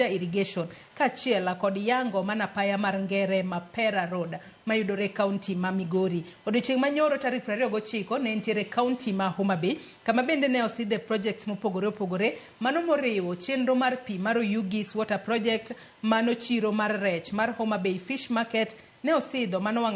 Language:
Luo (Kenya and Tanzania)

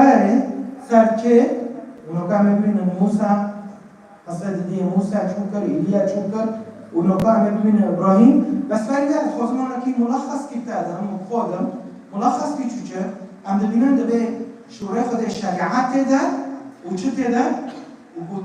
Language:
Kurdish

